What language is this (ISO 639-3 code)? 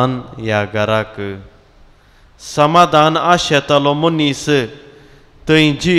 kok